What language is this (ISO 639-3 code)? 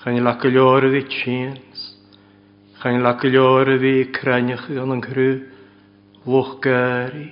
cym